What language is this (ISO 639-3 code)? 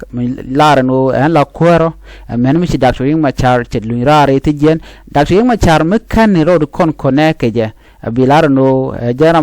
nus